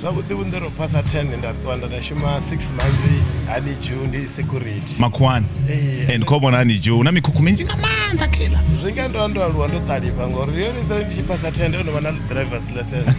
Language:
Venda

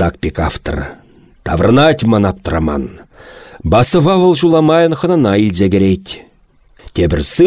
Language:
Chuvash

